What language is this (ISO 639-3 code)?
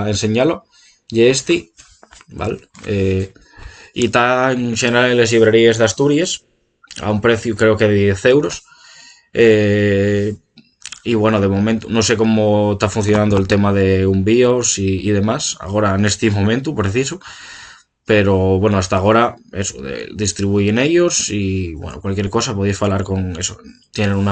ast